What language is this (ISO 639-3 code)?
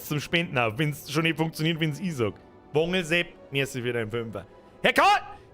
bar